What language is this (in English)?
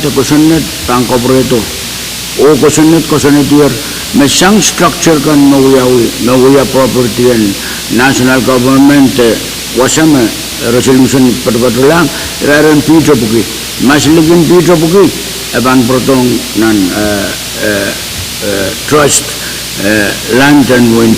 Pohnpeian